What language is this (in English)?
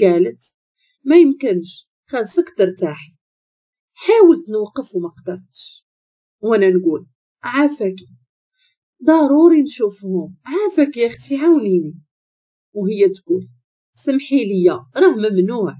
Moroccan Arabic